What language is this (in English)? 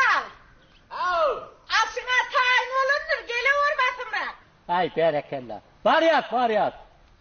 Turkmen